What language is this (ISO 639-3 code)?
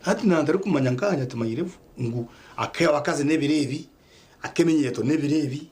nyn